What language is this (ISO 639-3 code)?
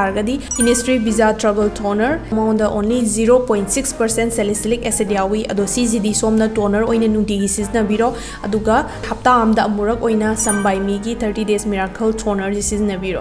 mni